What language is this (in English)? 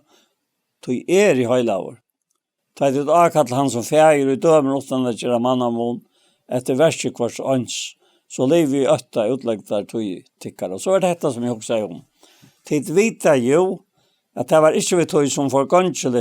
Faroese